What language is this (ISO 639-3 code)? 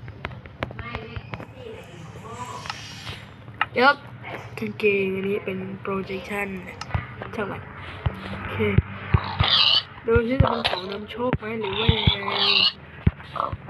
tha